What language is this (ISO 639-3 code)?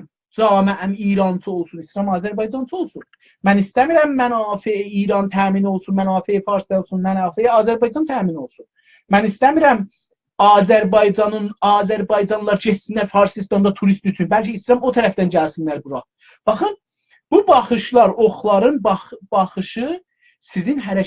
azb